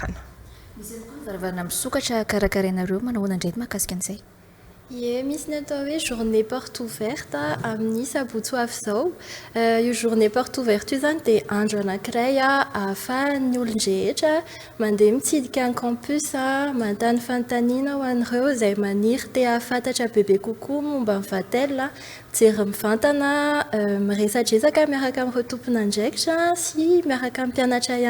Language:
Malagasy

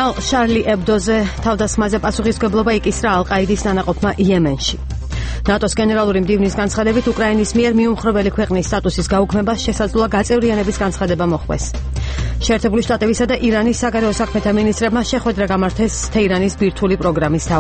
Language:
Georgian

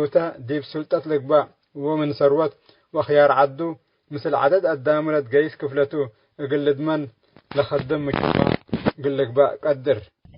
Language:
Tigre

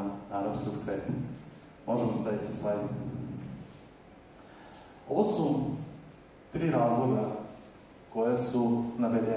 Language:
Serbian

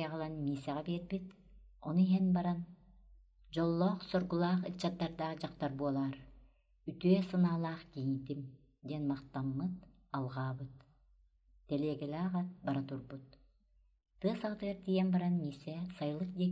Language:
Yakut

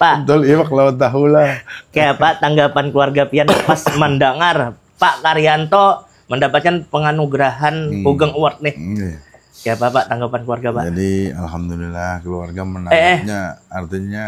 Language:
Banjar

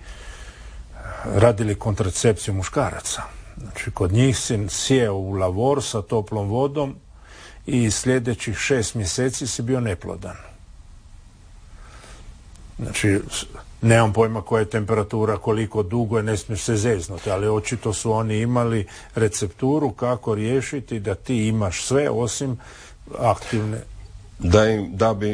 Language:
Croatian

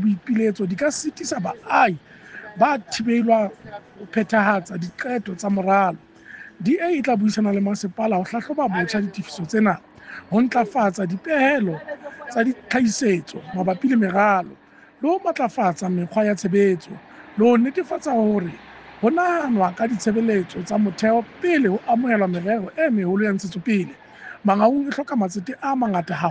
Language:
Southern Sotho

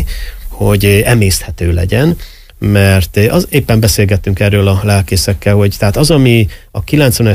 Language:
Hungarian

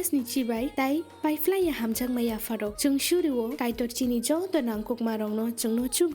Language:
Kok Borok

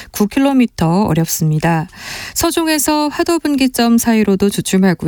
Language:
Korean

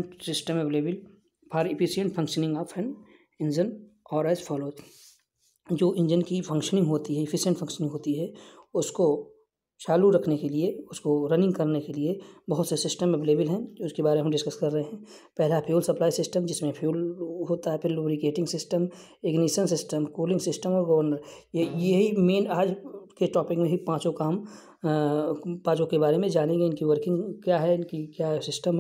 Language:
Hindi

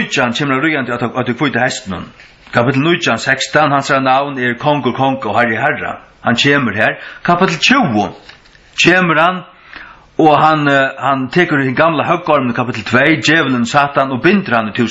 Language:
Faroese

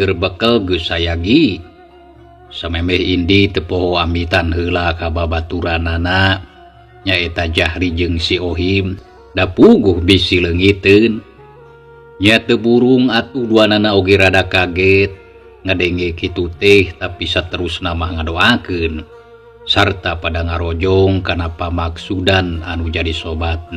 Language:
Sundanese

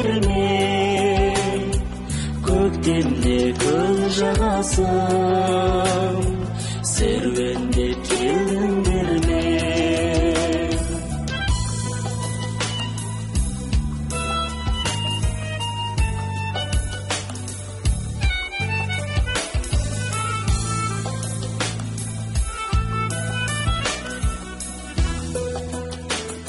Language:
Kazakh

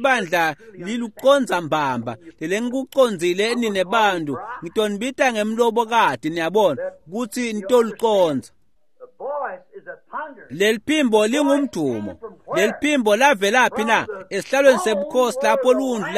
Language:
Swati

